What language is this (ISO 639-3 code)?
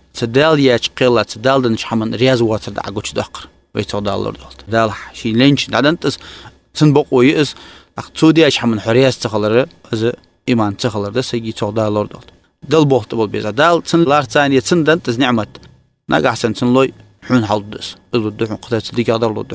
inh